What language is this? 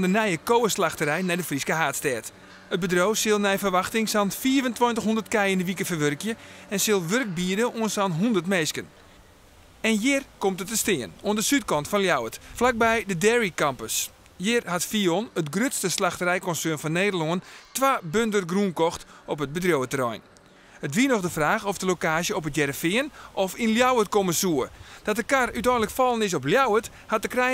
Western Frisian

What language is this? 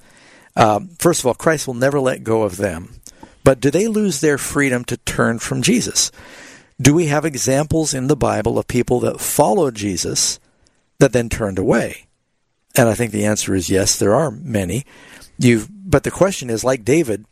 English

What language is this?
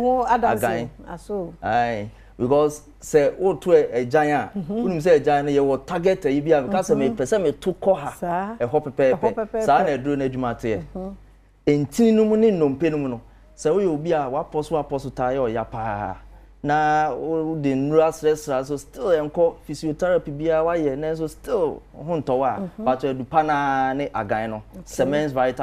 Akan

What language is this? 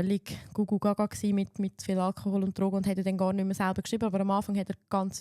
Swiss German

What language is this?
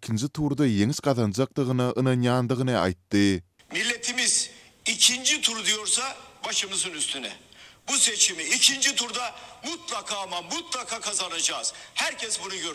Turkmen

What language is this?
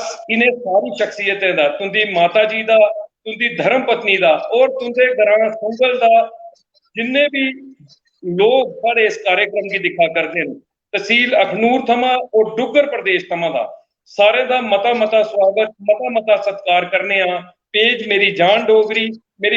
Dogri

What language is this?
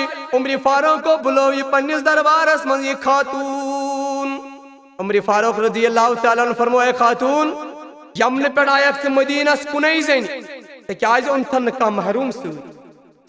Kashmiri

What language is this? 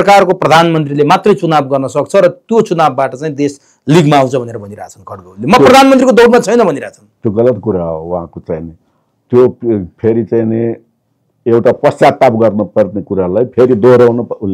Nepali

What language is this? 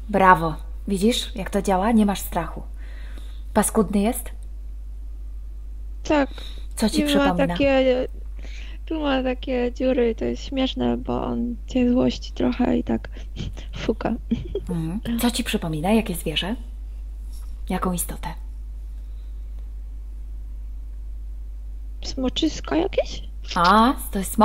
Polish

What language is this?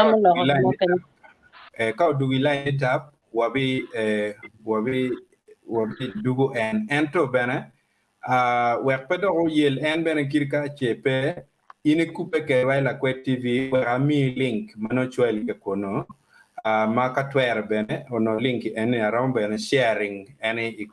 Acoli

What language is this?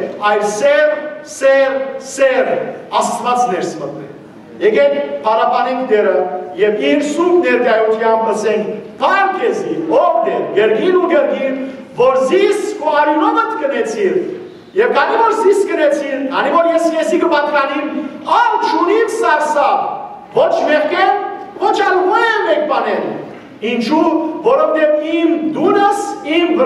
Western Armenian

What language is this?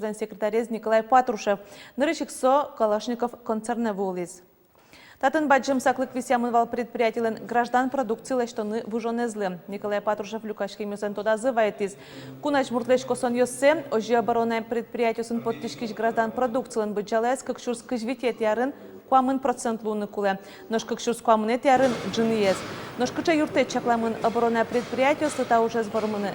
Udmurt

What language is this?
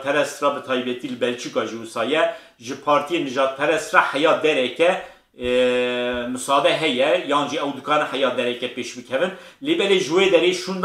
Kurdish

